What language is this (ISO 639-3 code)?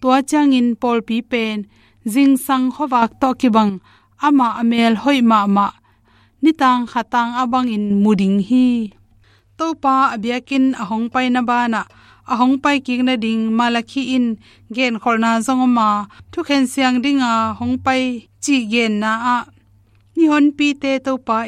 ctd